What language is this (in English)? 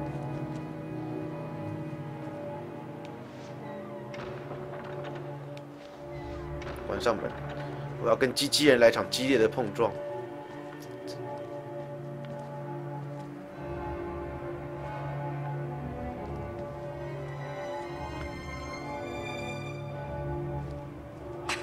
Chinese